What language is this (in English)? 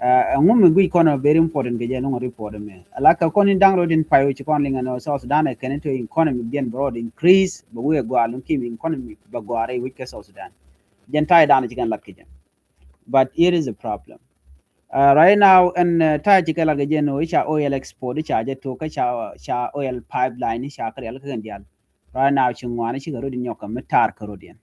Nuer